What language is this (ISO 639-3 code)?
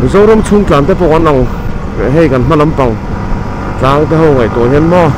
lus